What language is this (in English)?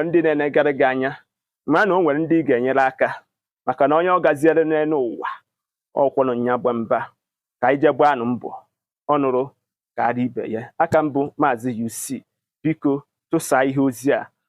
Igbo